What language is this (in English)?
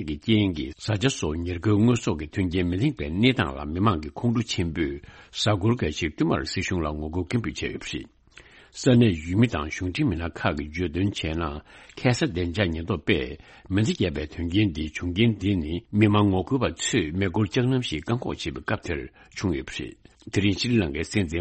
Tibetan